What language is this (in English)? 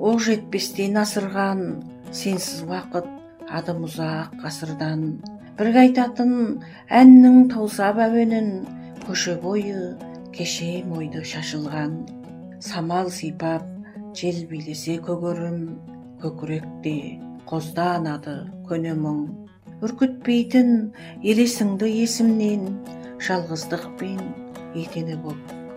Kazakh